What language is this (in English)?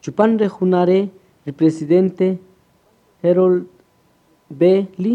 Kaqchikel